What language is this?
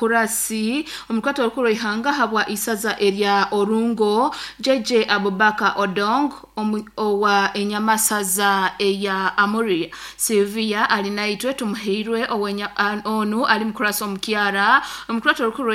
Nyoro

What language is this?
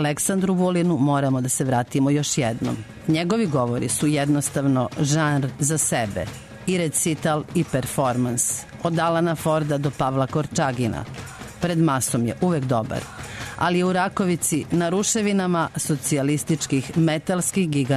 Serbian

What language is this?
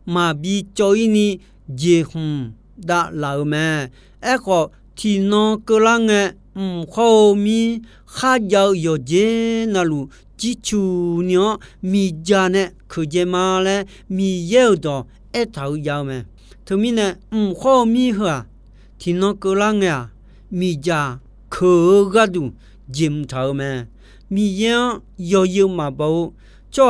Akha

